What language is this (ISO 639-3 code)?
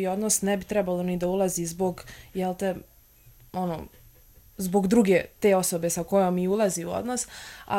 srp